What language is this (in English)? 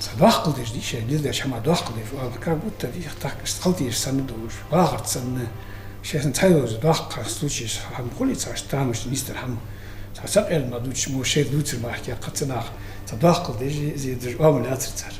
Ingush